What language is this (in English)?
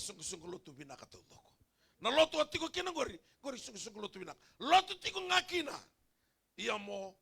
Fijian